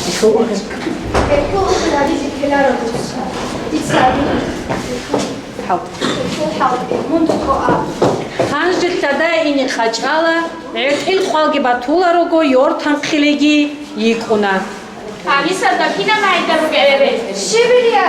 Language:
Avaric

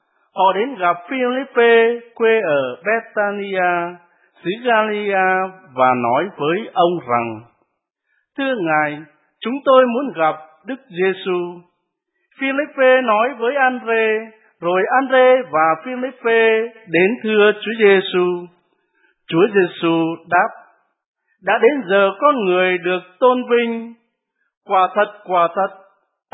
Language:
Vietnamese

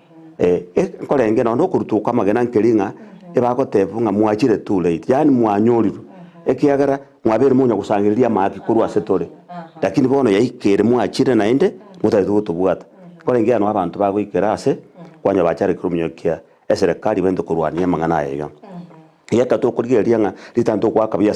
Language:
Gusii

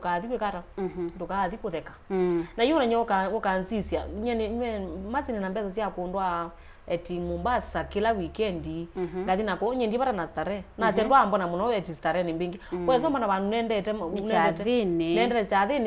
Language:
Kamba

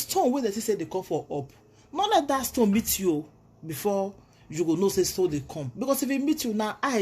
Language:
Nigerian Pidgin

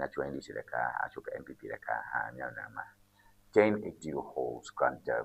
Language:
Ewe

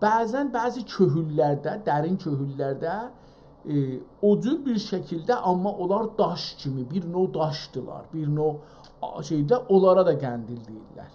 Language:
South Azerbaijani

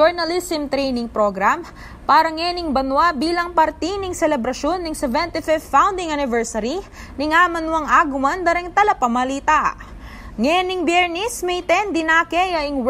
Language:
Pampanga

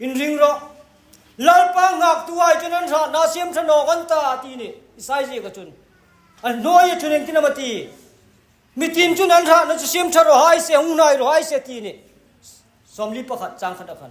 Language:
Hmar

